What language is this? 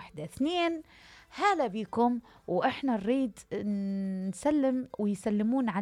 Mesopotamian Arabic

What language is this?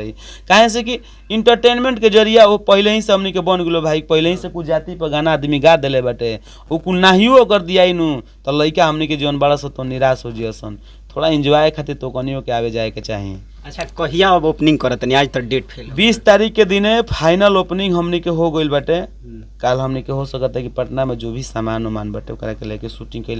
Bhojpuri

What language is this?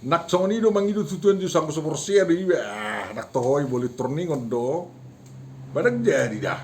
Batak Toba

